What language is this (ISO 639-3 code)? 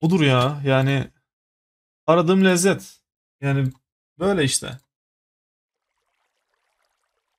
tur